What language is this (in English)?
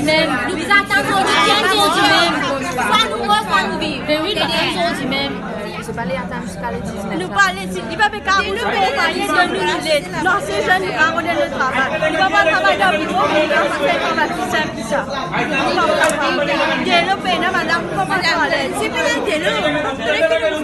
Morisyen